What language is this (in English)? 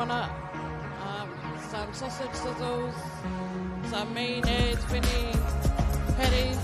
Māori